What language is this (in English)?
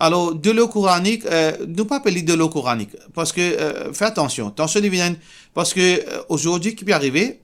Morisyen